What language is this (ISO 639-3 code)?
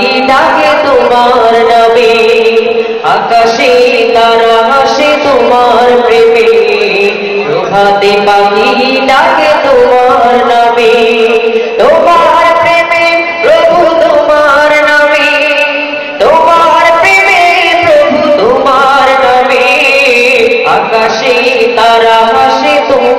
ben